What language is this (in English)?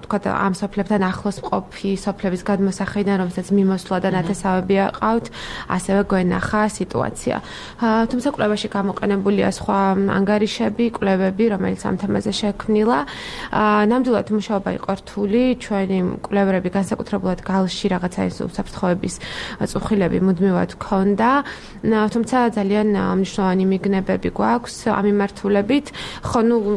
Georgian